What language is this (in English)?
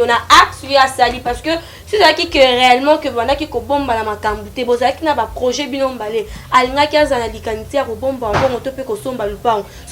Lingala